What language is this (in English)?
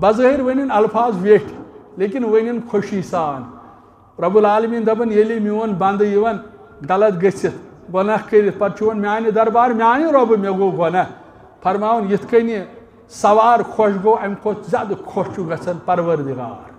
Kashmiri